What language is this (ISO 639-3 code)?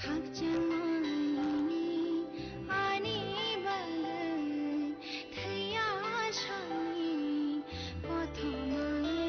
trp